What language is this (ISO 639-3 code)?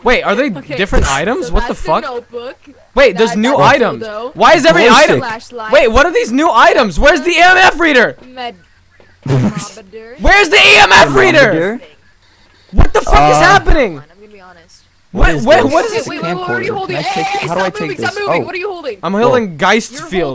eng